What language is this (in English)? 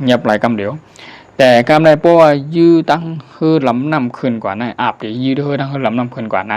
Shan